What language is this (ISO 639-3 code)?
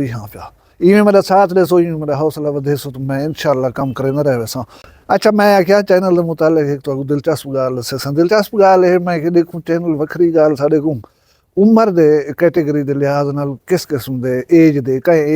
skr